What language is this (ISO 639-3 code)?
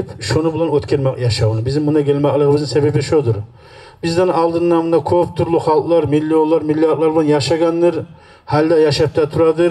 kum